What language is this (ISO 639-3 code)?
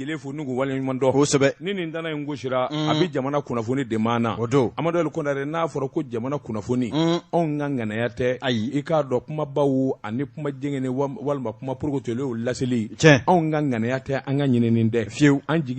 bam